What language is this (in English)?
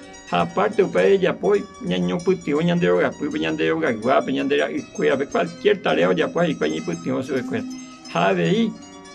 Guarani